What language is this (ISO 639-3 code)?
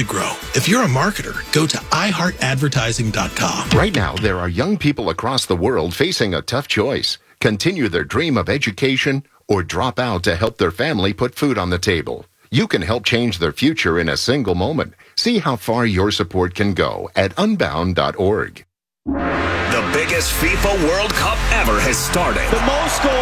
eng